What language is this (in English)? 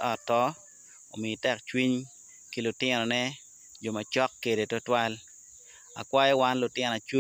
Acoli